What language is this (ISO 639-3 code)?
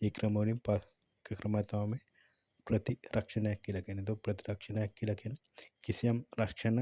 sin